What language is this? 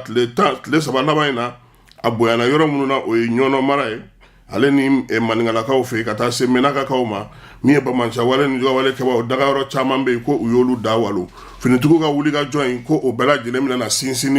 Bambara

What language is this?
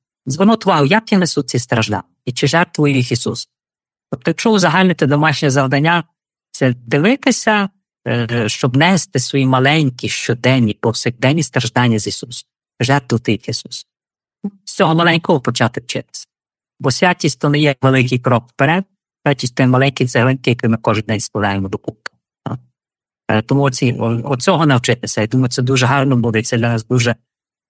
Ukrainian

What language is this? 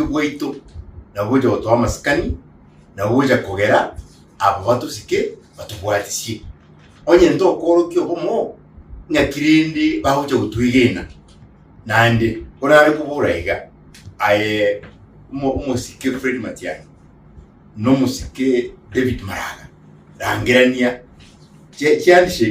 Gusii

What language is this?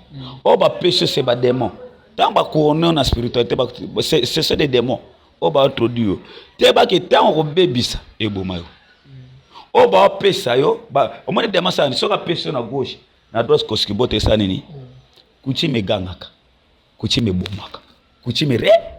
Lingala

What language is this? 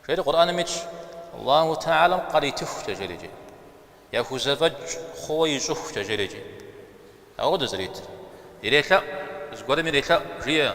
Kabardian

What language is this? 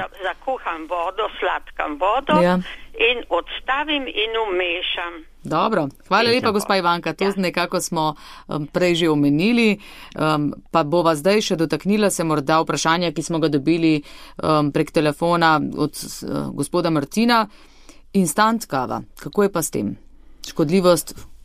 Slovenian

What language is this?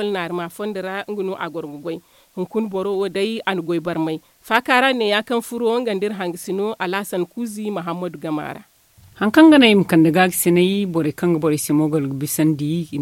Zarma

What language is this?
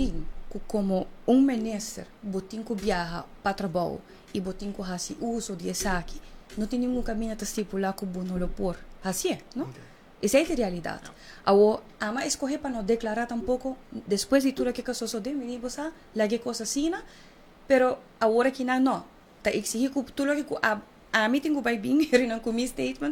Papiamento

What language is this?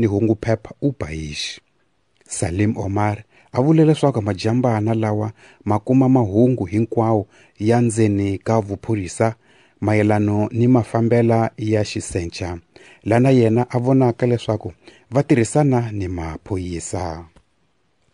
Tsonga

